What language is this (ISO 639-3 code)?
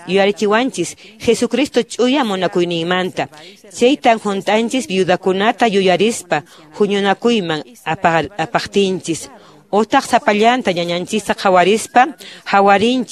que